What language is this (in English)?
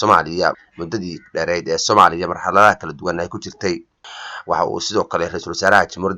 Somali